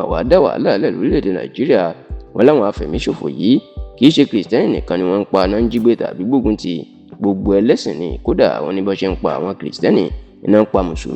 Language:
Yoruba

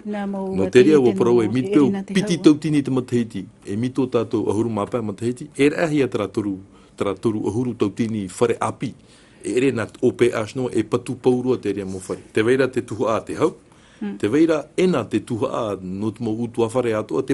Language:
Tahitian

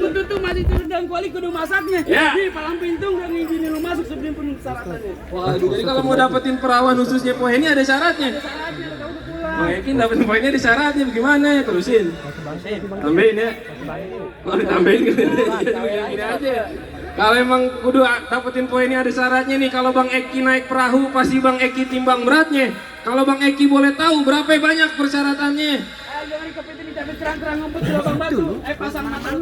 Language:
Betawi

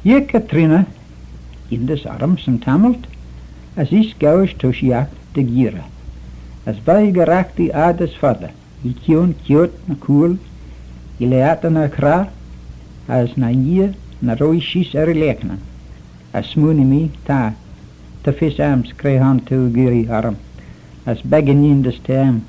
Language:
Manx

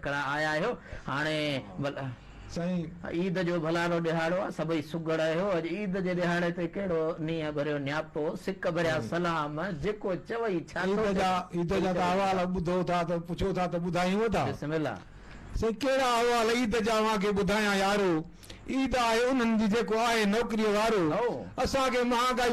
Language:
Sindhi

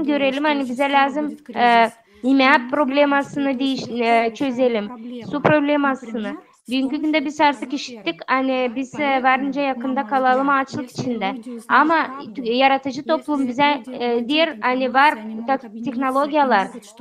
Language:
Gagauz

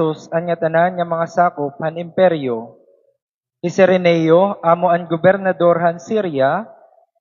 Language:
Waray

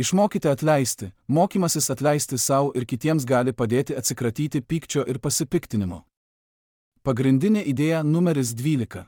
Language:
Lithuanian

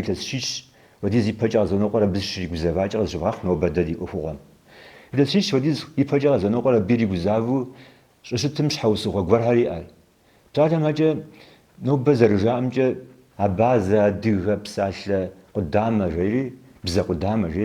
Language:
Kabardian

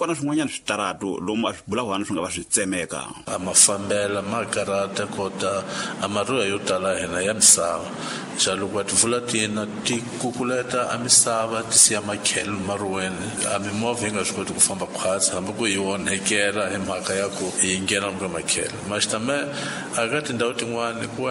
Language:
Tsonga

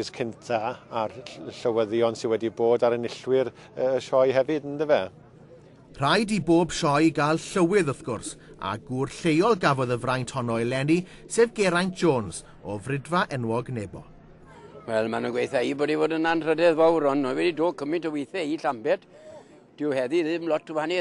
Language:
Welsh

